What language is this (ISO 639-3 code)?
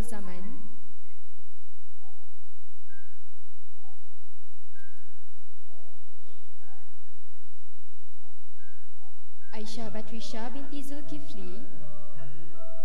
msa